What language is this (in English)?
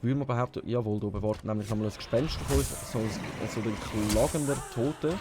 Swiss German